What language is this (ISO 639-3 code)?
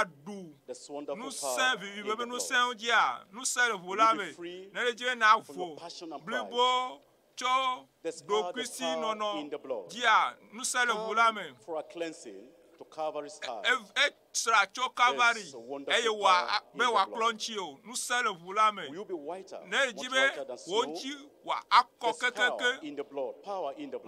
ewe